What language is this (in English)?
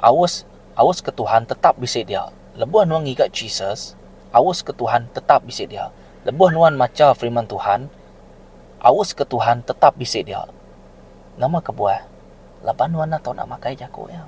Iban